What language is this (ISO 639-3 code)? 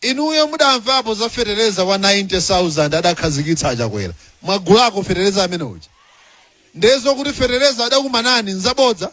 nya